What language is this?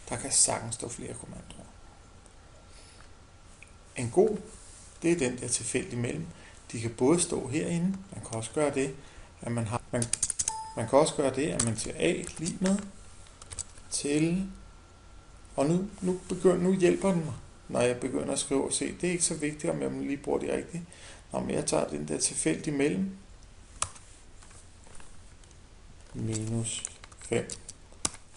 Danish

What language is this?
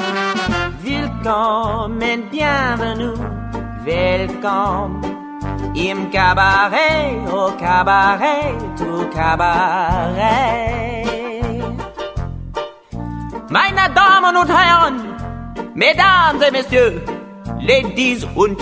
Estonian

